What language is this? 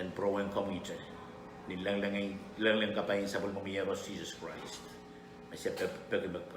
Pohnpeian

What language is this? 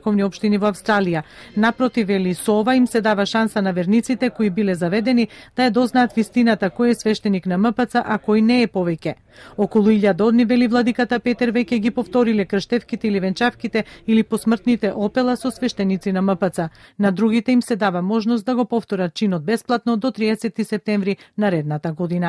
Macedonian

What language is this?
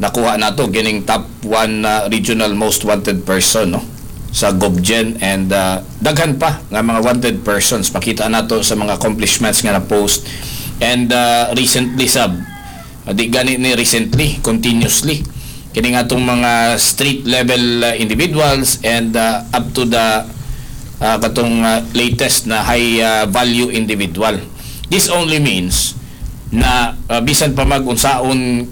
Cebuano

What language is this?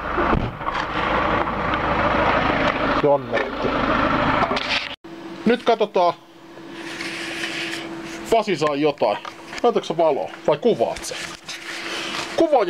Finnish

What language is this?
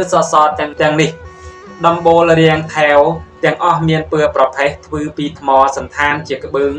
Khmer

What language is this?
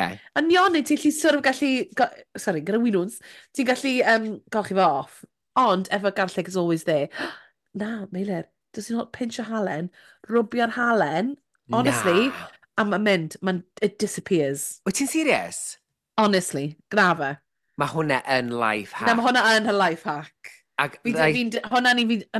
Welsh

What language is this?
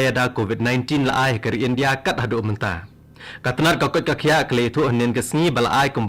Khasi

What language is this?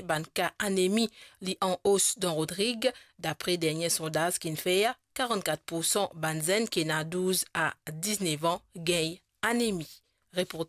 Morisyen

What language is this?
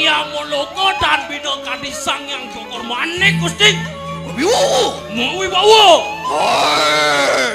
Balinese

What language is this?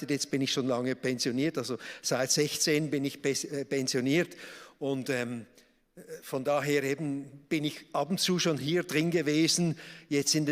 Swiss German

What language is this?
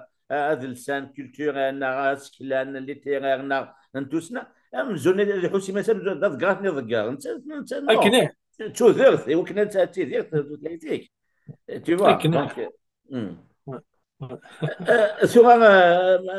Kabyle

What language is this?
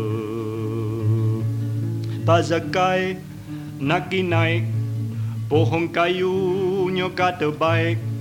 Malay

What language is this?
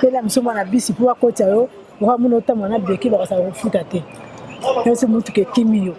Lingala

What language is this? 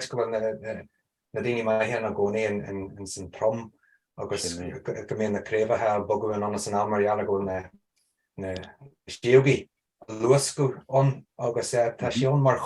Irish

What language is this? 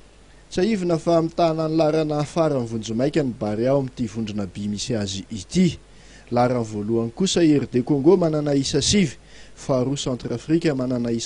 Malagasy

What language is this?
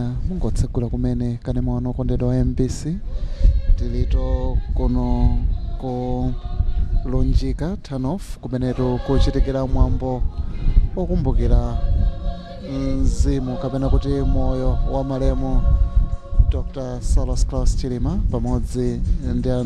Nyanja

